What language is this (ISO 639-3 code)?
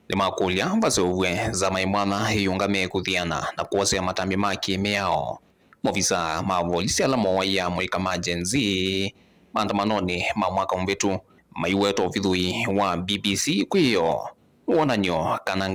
kam